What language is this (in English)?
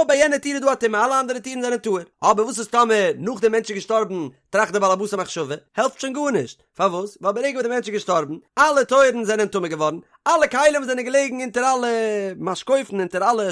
Yiddish